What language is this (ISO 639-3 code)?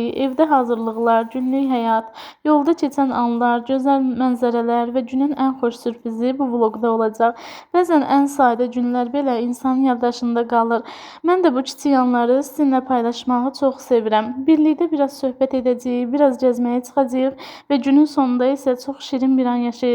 aze